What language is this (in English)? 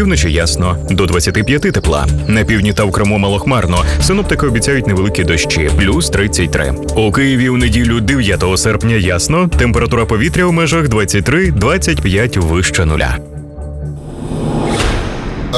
Ukrainian